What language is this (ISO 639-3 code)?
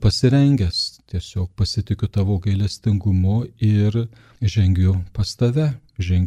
lit